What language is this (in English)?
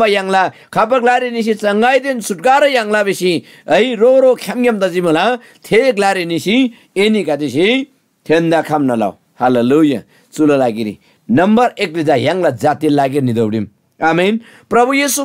Eastern Tamang